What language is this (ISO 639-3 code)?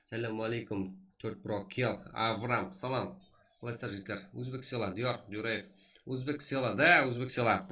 kaa